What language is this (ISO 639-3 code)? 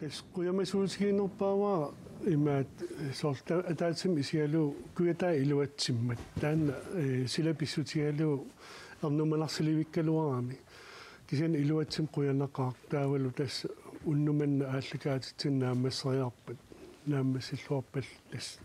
kal